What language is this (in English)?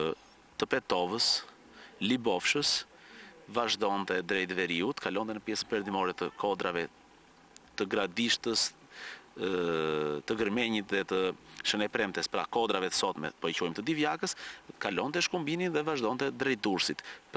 Albanian